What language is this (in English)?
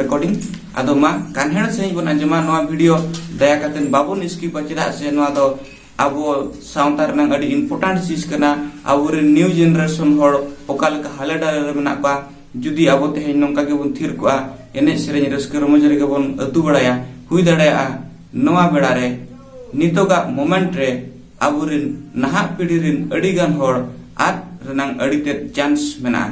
Santali